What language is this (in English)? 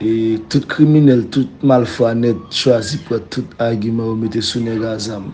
Haitian Creole